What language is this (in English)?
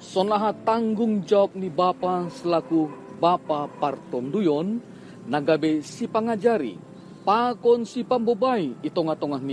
Batak Simalungun